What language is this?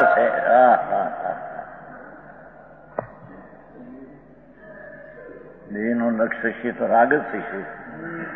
Gujarati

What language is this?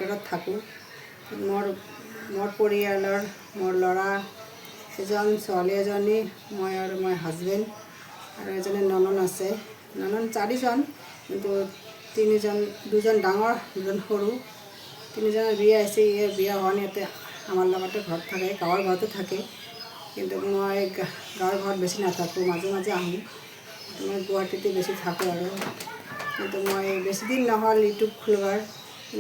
Assamese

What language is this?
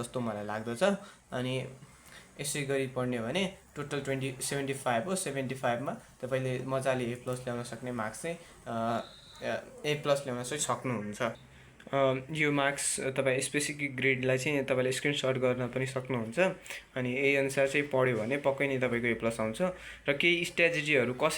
Nepali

